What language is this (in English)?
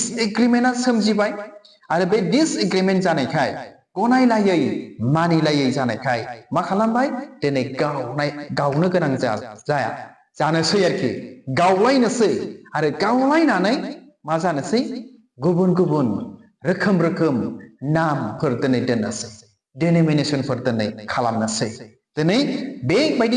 Bodo